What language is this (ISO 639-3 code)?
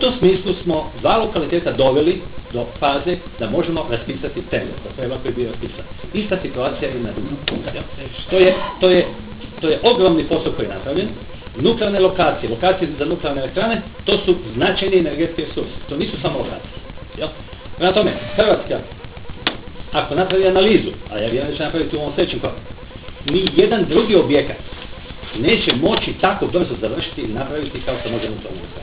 hrv